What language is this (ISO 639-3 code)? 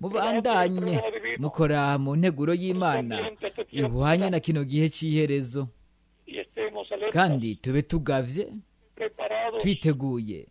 run